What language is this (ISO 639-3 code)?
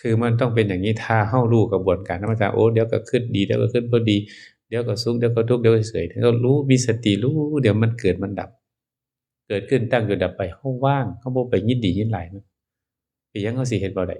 tts